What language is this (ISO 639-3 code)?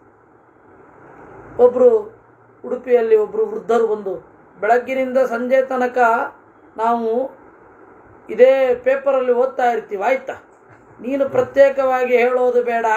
kan